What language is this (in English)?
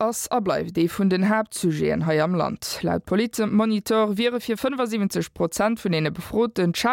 Luxembourgish